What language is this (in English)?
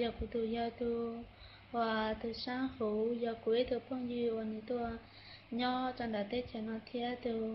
Hmong